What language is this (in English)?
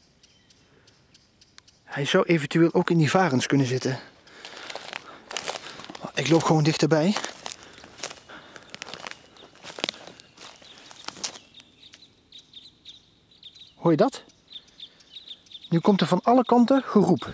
Dutch